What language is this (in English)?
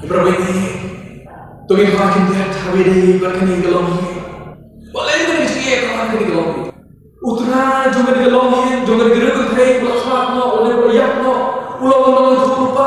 Khasi